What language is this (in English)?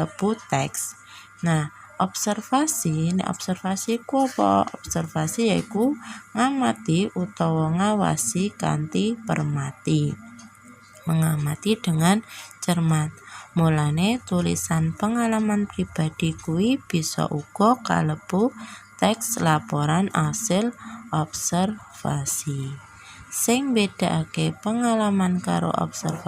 Javanese